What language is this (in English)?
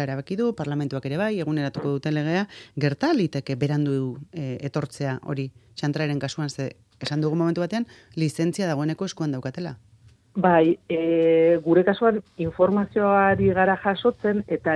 Basque